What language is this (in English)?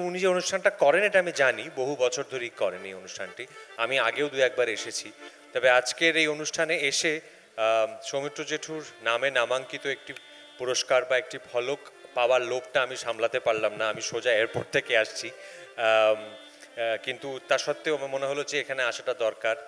Bangla